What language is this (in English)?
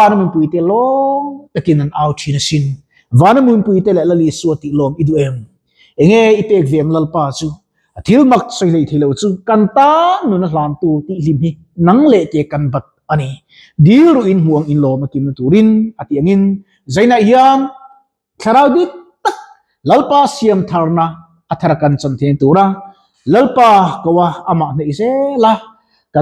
Mizo